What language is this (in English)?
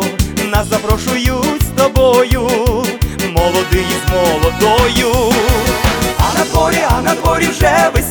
Ukrainian